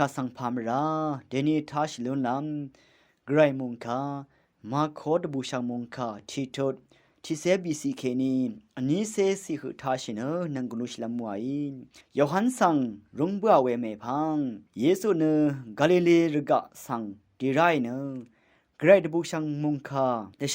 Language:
Rawang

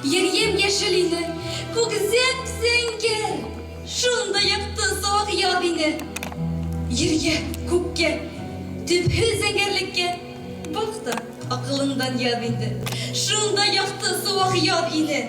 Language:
Bashkir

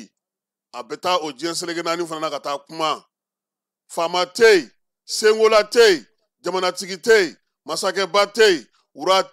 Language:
Bambara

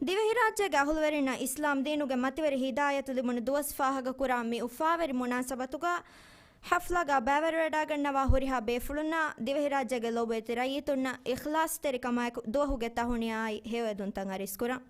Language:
Divehi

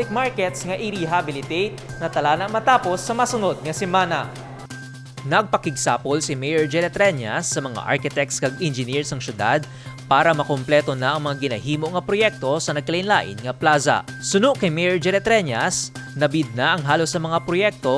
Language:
Hiligaynon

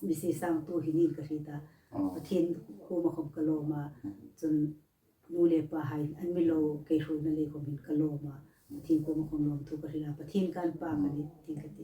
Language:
Hmar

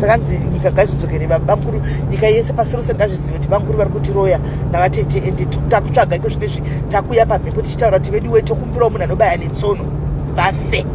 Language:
Shona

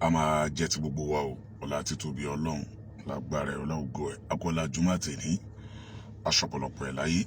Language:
Yoruba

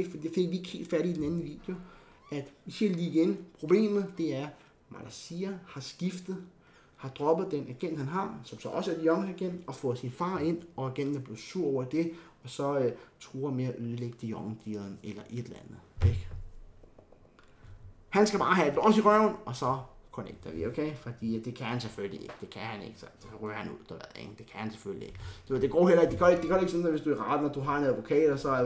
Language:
Danish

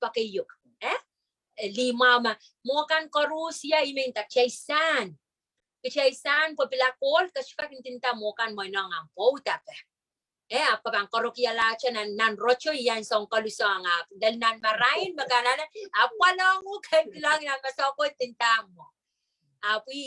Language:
Pohnpeian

